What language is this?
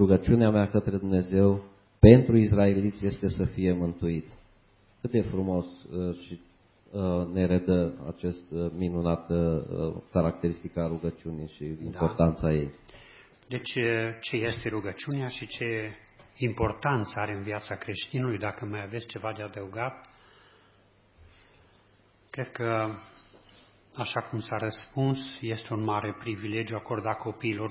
Romanian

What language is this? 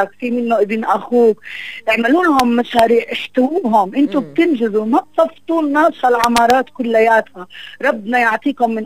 North Levantine Arabic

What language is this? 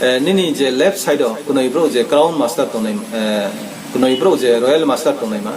Riang (India)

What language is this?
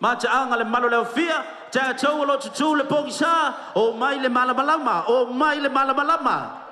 Samoan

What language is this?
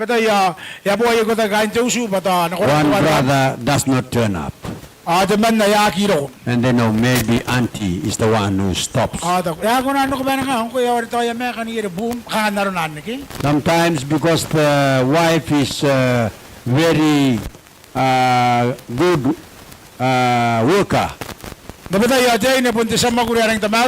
Gilbertese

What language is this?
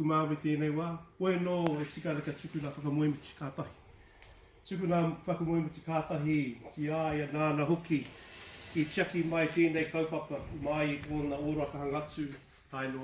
Māori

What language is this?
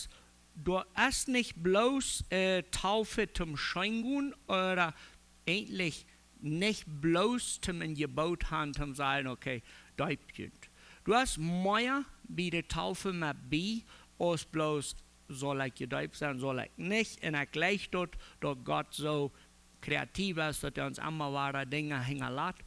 Plautdietsch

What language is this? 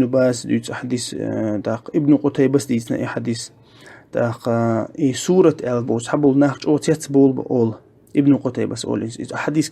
Chechen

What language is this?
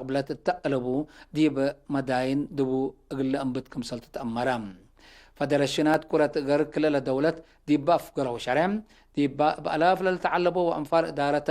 Tigre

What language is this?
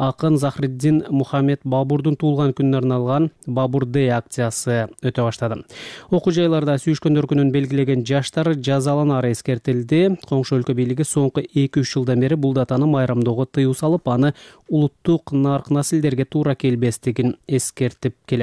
Kyrgyz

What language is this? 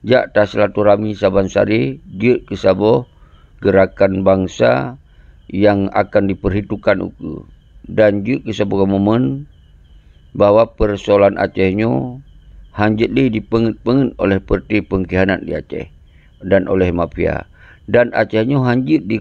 Achinese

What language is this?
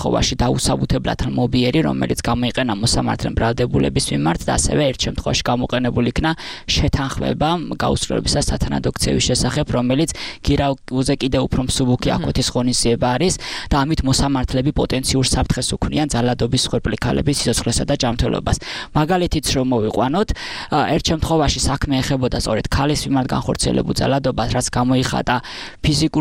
Georgian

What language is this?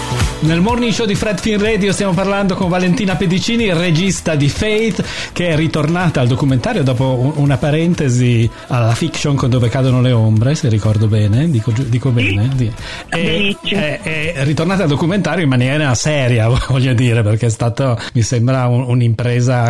Italian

